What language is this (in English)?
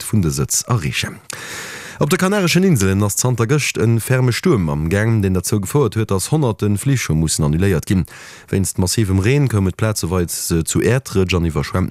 Luxembourgish